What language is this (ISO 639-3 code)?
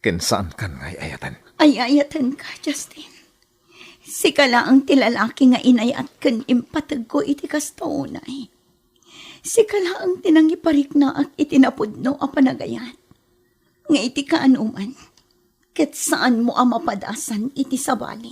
ilo